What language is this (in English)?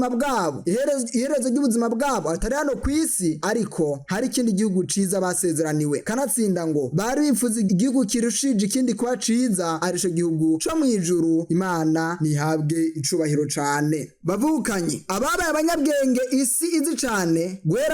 Rundi